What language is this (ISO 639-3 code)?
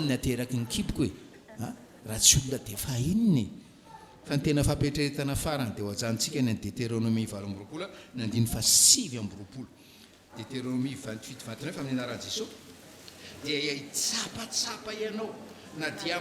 mlg